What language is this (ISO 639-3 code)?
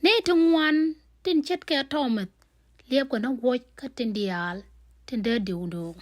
nus